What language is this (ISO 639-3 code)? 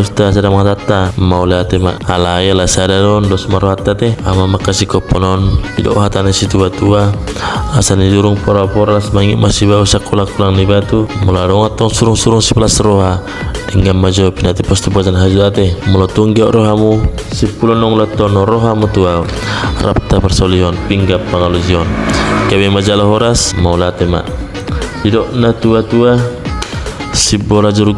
bbc